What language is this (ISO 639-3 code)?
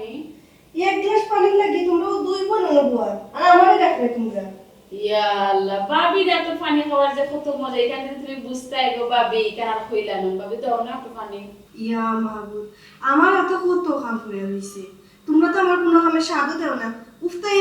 syl